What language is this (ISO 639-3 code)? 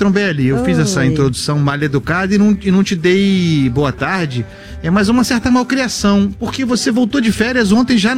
por